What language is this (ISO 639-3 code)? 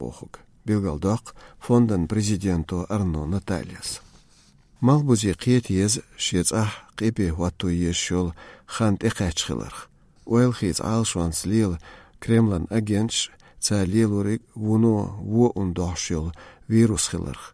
che